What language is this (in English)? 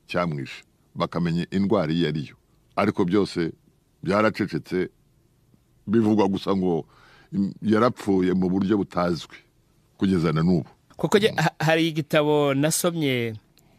Kinyarwanda